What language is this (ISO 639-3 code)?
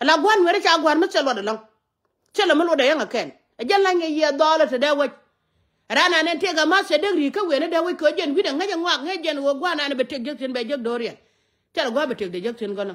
nus